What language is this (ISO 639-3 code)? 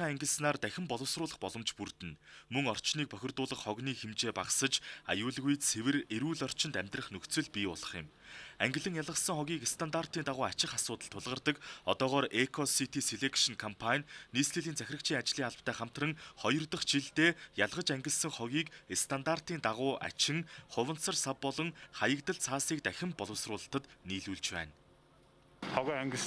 mon